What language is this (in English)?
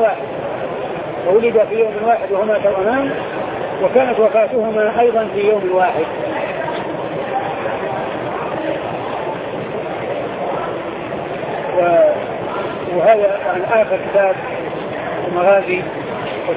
Arabic